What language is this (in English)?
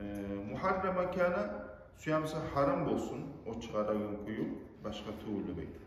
Kumyk